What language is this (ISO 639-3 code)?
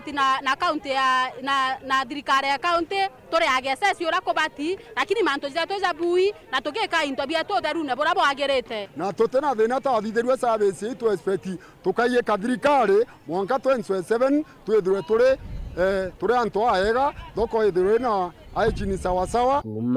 mer